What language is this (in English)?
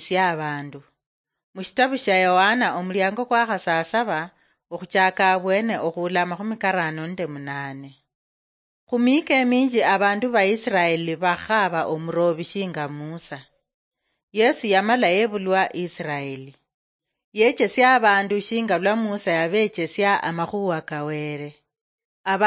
Luyia